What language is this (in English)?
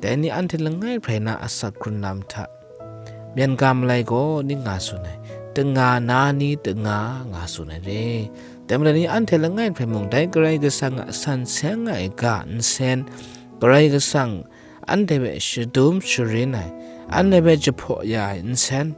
Kachin